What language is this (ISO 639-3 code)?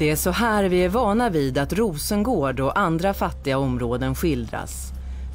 swe